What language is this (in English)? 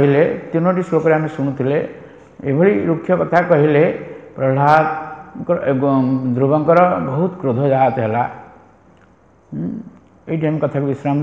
Odia